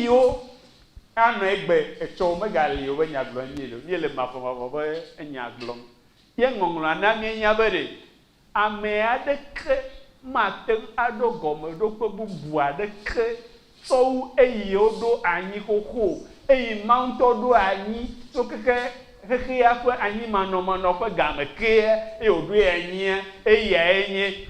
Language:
Ewe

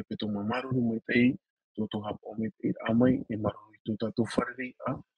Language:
Tahitian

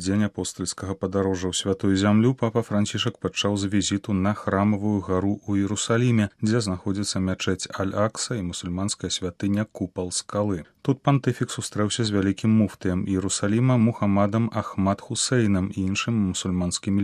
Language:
Belarusian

